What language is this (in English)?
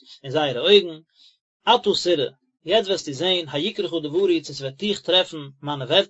Yiddish